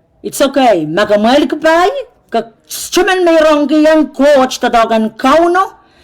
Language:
Pohnpeian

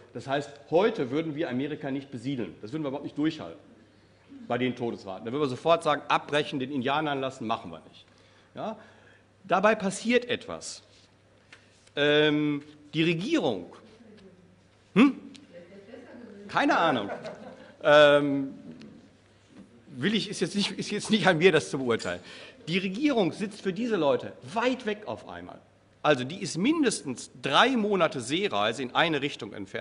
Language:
German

